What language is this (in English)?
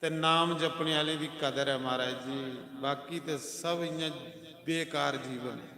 Dogri